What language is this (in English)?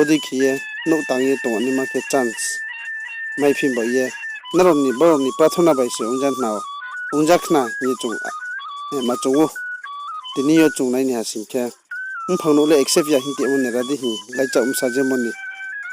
Riang (India)